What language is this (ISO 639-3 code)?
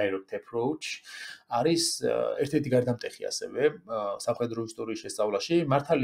kat